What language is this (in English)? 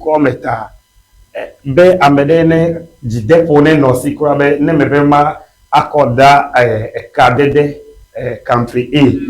Ewe